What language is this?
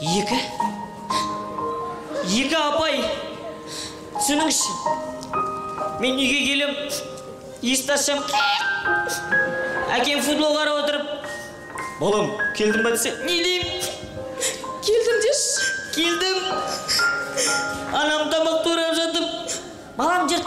Kazakh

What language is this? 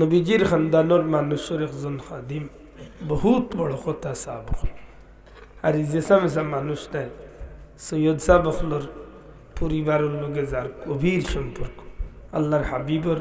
Sylheti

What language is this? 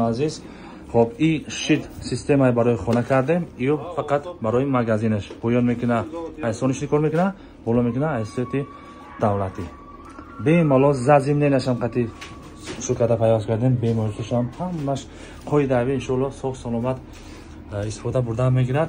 Tajik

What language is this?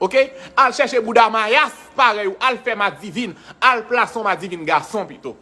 Haitian Creole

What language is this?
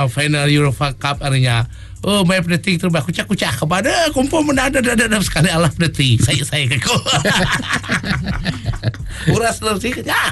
Malay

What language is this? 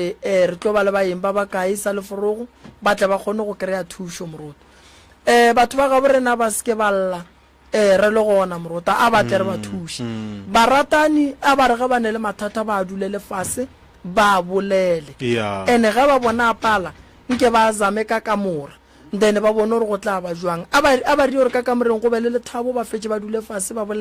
Northern Sotho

